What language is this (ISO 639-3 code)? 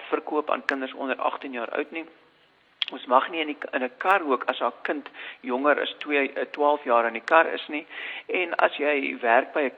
afr